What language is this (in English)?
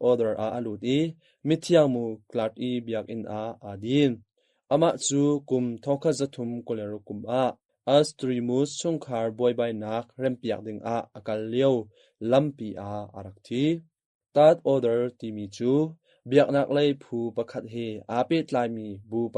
Hakha Chin